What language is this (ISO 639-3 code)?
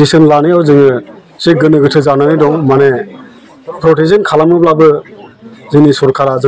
brx